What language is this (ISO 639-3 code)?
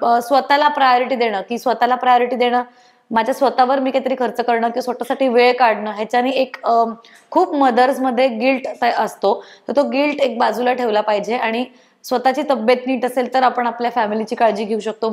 mar